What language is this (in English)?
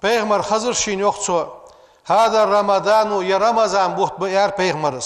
Ingush